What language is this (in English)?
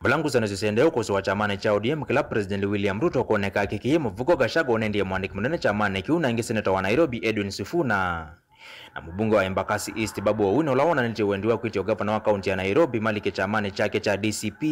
Kamba